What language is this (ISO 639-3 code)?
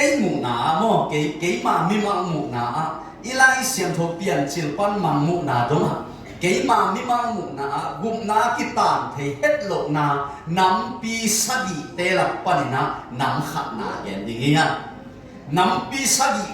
ctd